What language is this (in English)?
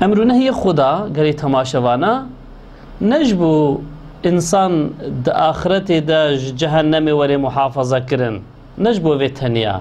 Kurdish